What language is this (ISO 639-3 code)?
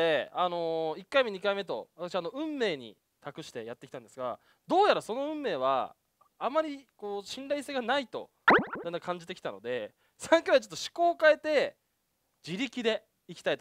jpn